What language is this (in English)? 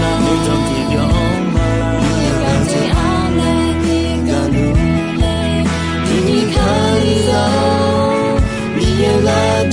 Akha